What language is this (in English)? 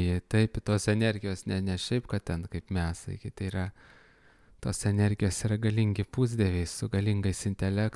Lithuanian